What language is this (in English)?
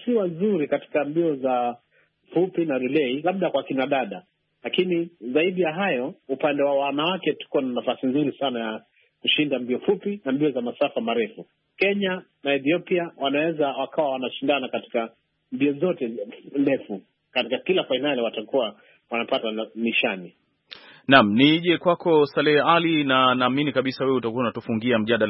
Swahili